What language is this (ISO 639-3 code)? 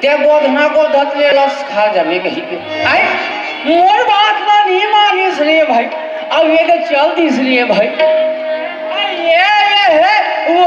hne